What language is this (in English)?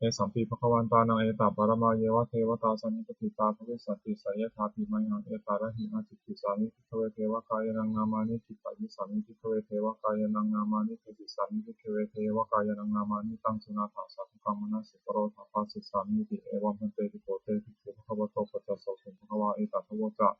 Pali